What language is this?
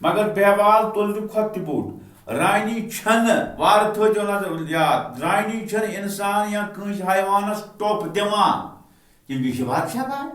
Kashmiri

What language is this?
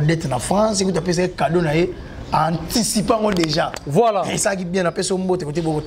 Lingala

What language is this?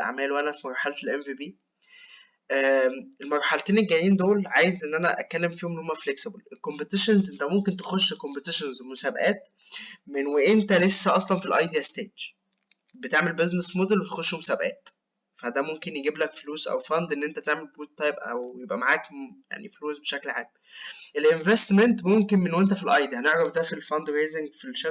Egyptian Arabic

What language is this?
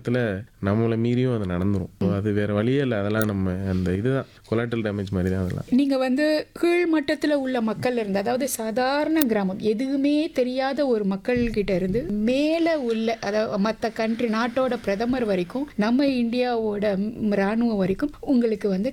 Tamil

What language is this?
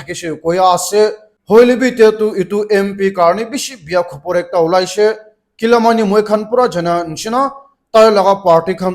Naga Pidgin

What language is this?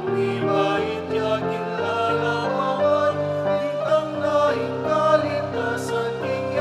Pampanga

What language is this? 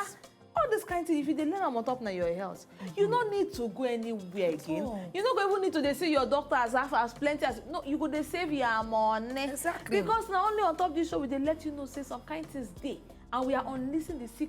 Nigerian Pidgin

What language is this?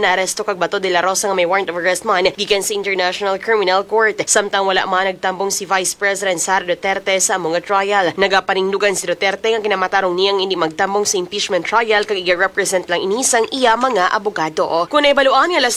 Hiligaynon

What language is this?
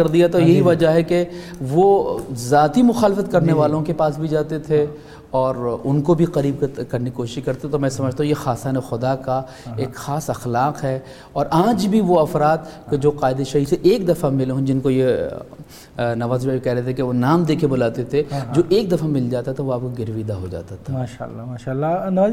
Urdu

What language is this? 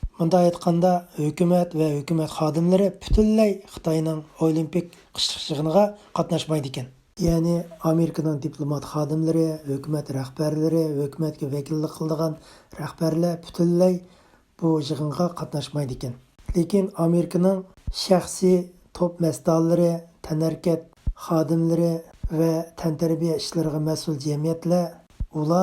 Uyghur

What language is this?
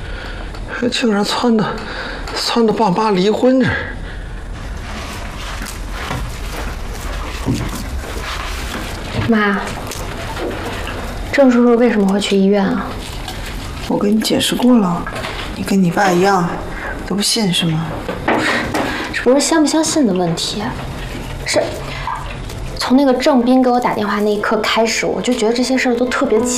Chinese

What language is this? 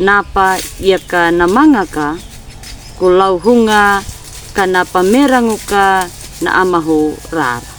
Anakalangu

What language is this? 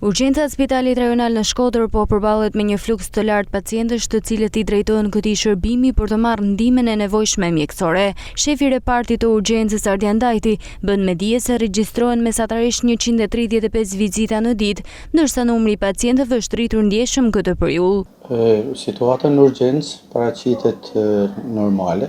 Albanian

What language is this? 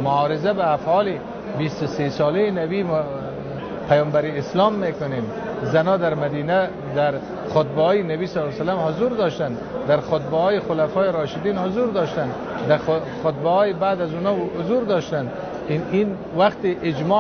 Tajik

